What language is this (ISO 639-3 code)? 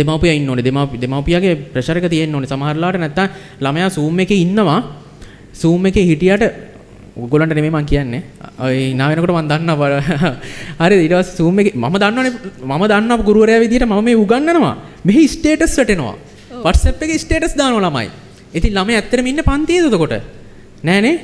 sin